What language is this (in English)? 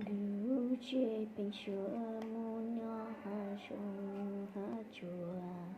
Hmong